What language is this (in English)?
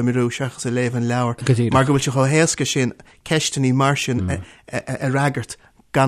Irish